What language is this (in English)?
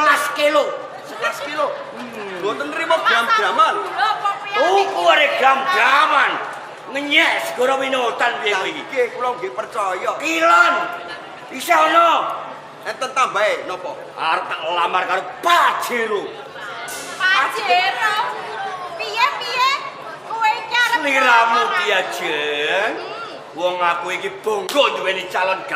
Javanese